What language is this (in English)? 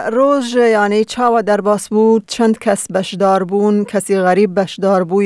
Kurdish